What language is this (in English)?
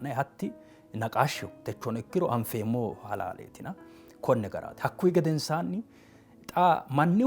Sidamo